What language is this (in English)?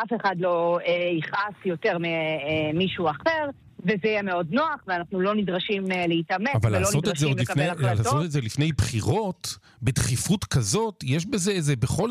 Hebrew